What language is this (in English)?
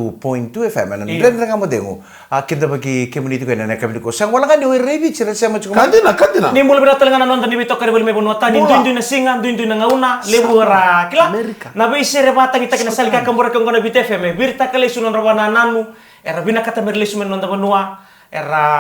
Fijian